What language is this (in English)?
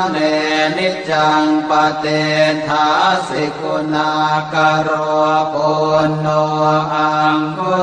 Pali